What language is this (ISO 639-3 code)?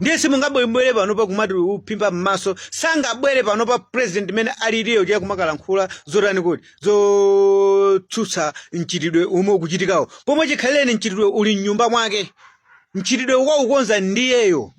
nya